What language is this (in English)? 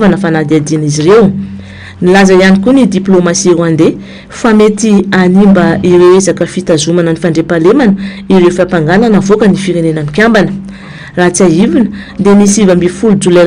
Malagasy